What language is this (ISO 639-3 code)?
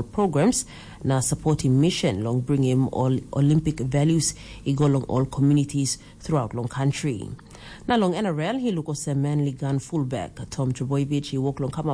tpi